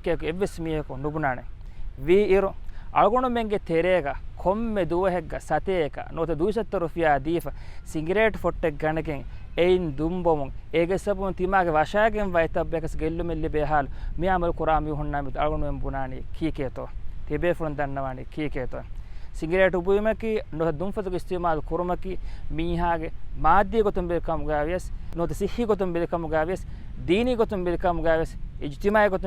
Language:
Divehi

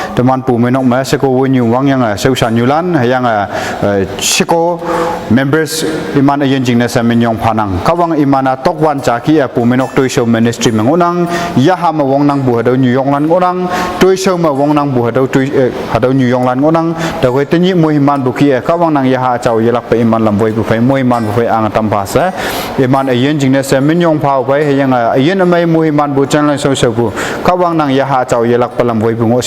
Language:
Konyak Naga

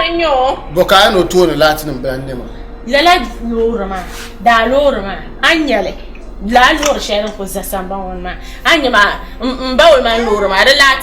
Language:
Dagbani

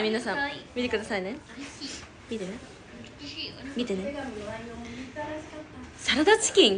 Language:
Japanese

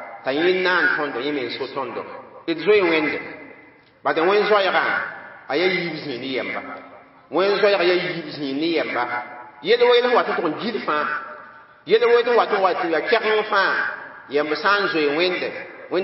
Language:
Mossi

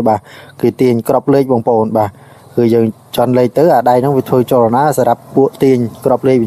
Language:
Khmer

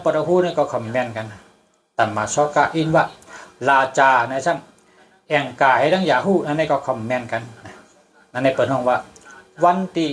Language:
Shan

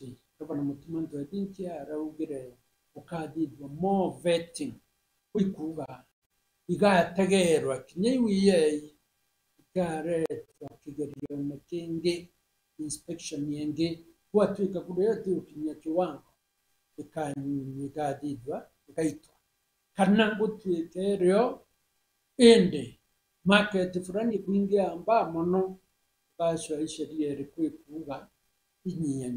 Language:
Meru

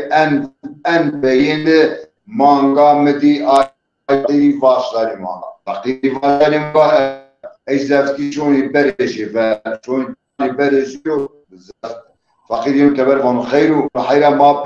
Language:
Zaza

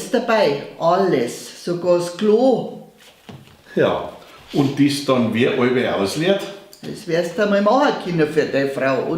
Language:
Bavarian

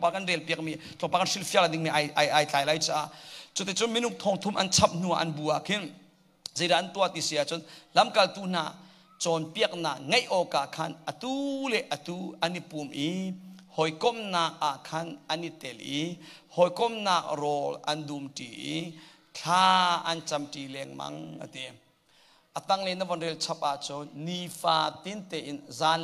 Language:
Hakha Chin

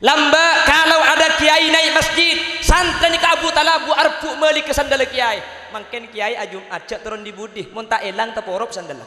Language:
Madurese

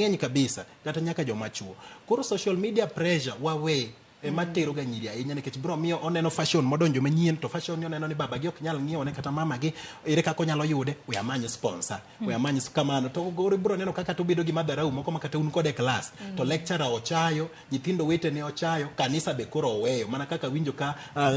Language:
Luo (Kenya and Tanzania)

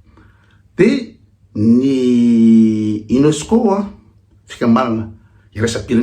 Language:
Malagasy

